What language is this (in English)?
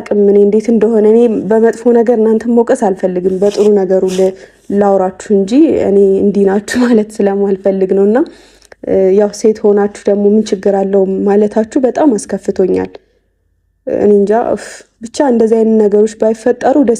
Amharic